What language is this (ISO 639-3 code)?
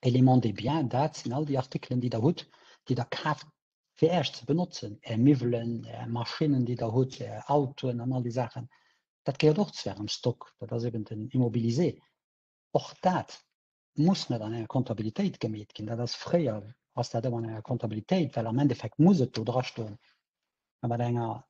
ltz